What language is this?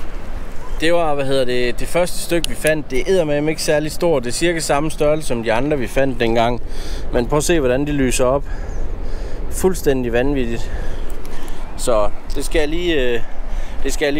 Danish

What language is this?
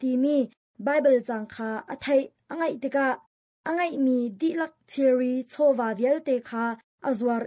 Hakha Chin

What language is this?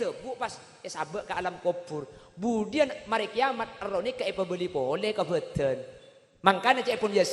Madurese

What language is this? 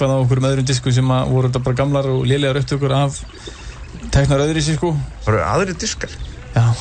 Icelandic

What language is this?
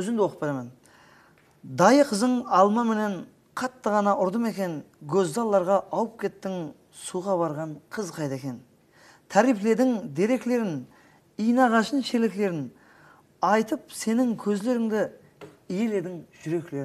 Kara-Kalpak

